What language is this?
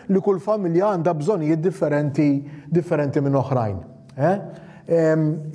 Maltese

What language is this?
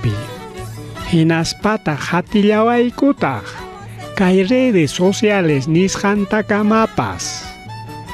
Ayacucho Quechua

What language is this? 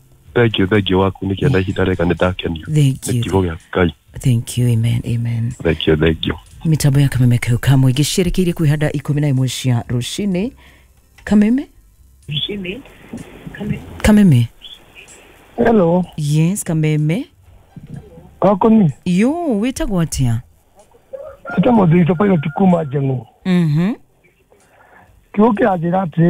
Kikuyu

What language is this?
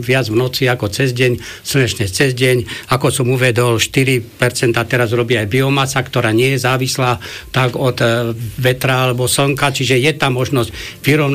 Slovak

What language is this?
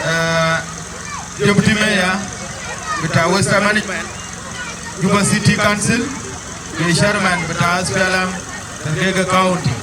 Dinka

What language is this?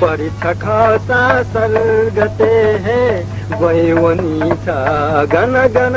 Newari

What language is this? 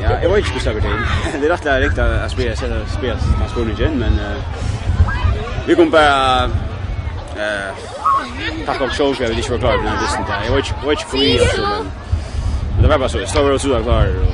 Faroese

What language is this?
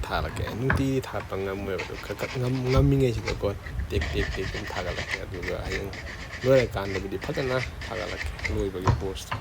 Manipuri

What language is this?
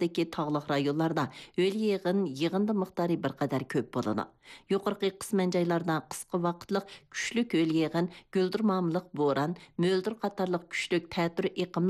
Uyghur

